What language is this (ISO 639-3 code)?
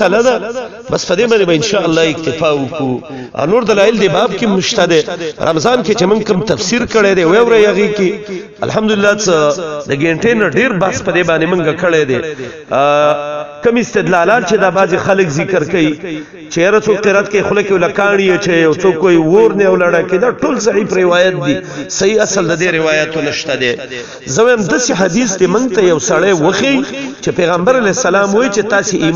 pus